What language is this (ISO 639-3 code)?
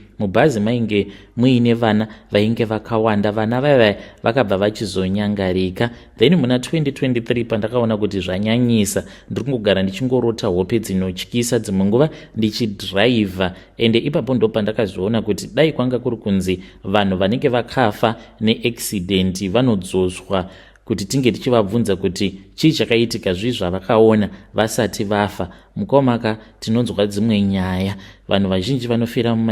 sna